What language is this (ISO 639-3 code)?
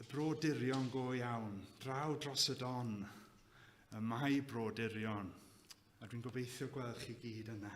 cym